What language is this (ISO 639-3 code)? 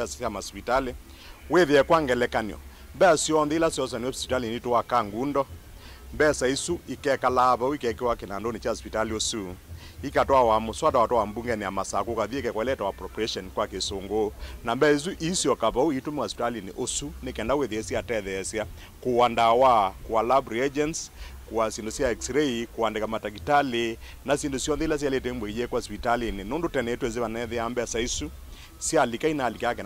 kam